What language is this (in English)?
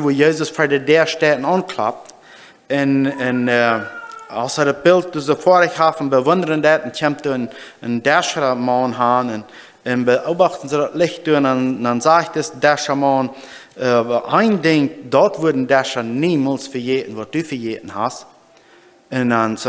Plautdietsch